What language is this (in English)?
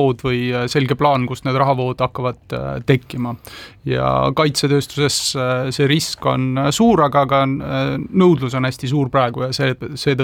Estonian